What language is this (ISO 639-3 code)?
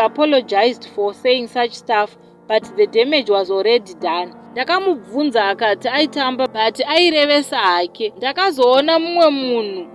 sna